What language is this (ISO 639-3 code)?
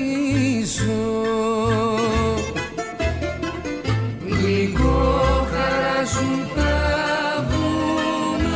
ell